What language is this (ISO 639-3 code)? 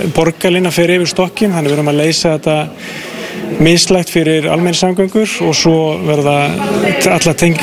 isl